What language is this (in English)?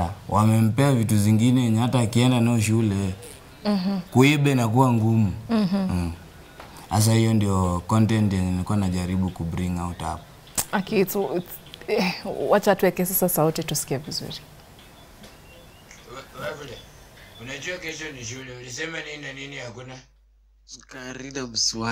Swahili